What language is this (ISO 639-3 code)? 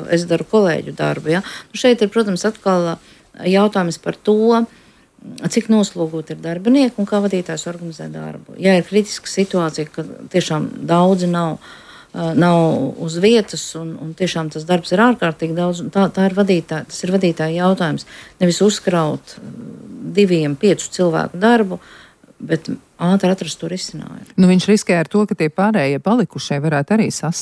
lav